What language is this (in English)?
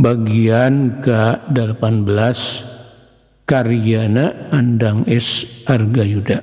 Sundanese